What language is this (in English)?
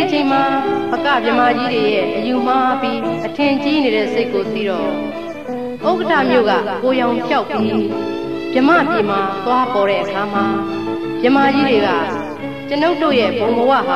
Burmese